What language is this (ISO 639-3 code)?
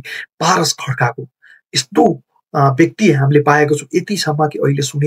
nep